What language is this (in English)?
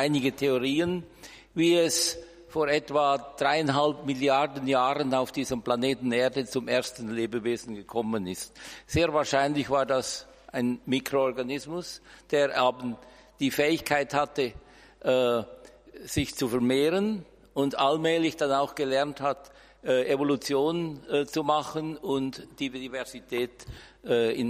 German